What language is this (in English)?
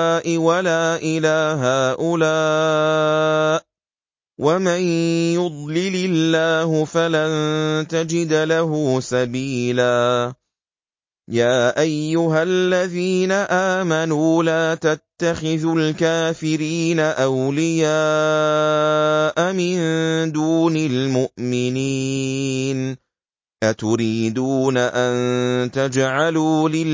Arabic